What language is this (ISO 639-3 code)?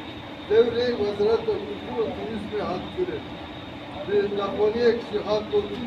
kur